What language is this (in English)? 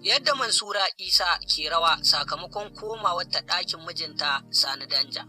Hausa